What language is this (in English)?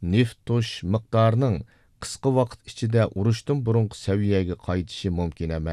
Uyghur